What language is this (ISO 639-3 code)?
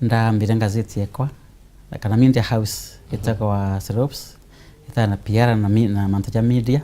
mer